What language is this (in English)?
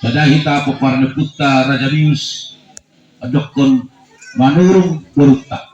Batak Toba